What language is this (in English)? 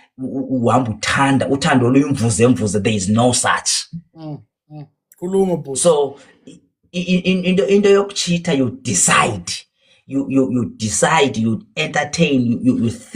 Zulu